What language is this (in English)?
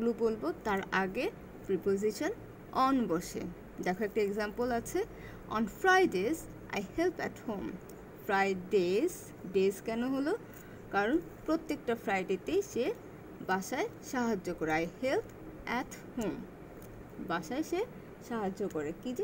Bangla